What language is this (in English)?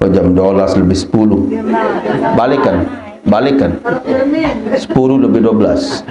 Sasak